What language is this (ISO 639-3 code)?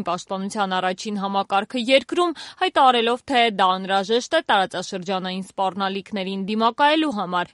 hye